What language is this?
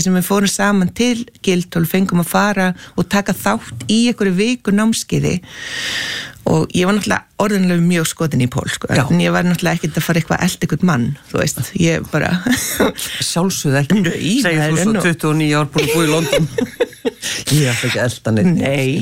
Icelandic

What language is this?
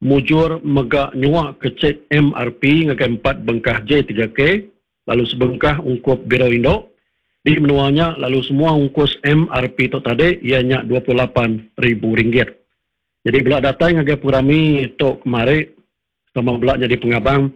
Iban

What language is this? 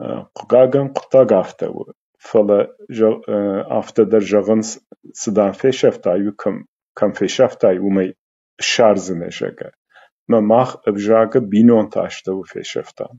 Ossetic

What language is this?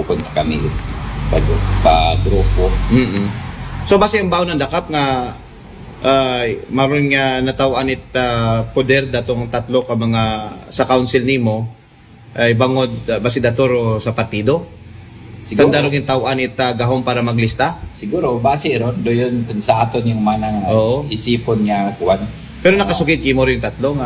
Aklanon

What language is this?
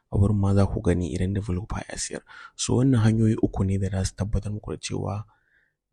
Hausa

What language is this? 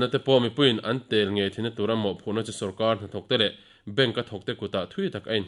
Mizo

